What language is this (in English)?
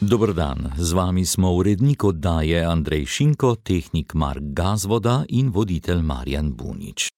Slovenian